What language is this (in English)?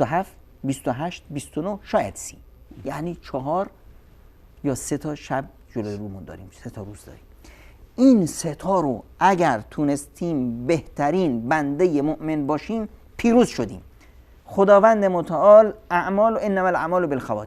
Persian